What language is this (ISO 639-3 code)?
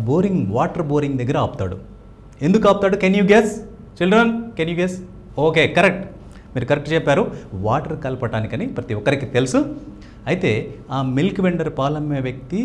tel